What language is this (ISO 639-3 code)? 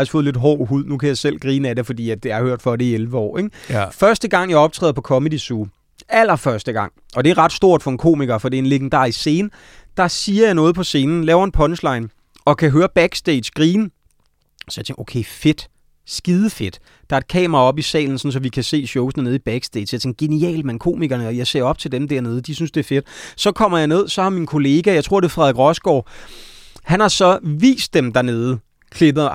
dan